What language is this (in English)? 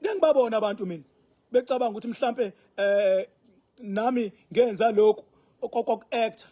Zulu